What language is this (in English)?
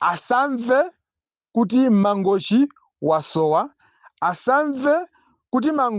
Nyanja